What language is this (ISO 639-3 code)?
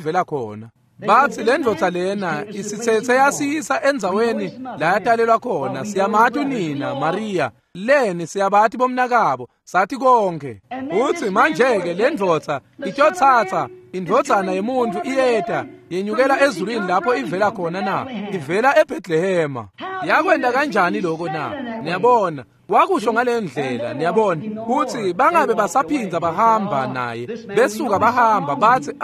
ssw